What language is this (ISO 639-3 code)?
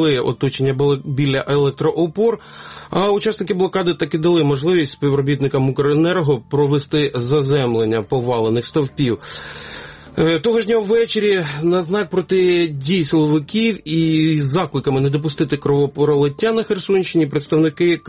ukr